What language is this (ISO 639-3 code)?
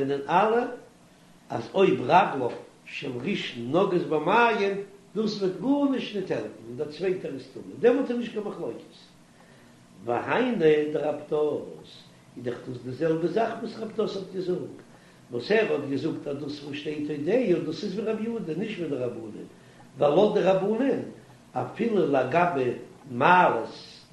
yid